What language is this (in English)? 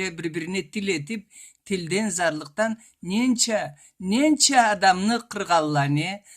Karachay-Balkar